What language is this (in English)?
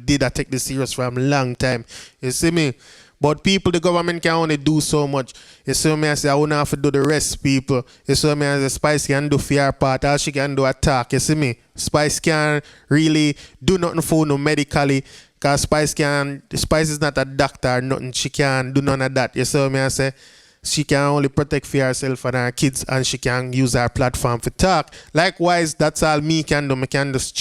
Jamaican Creole English